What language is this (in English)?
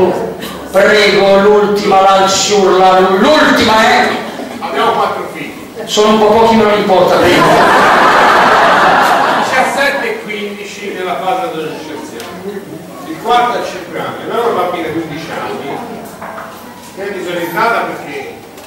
Italian